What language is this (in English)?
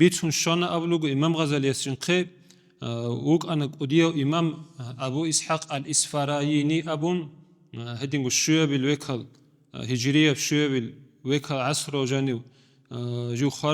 Avaric